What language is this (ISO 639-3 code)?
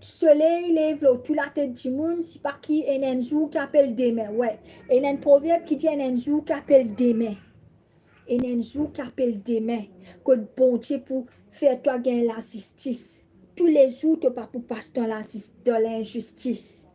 mfe